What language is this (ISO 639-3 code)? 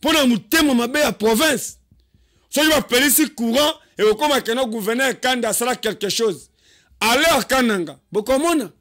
lin